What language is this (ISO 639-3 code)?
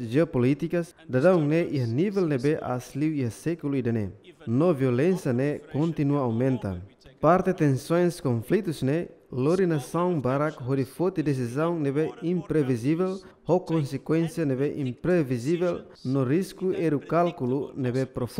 tet